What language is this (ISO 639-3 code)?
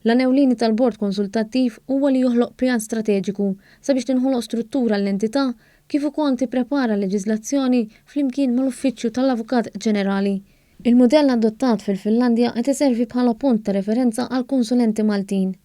mlt